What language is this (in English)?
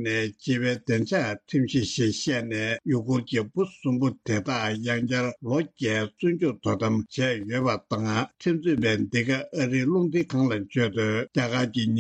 Tibetan